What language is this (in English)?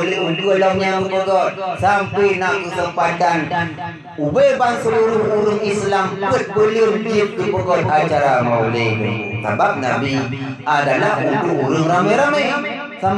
Achinese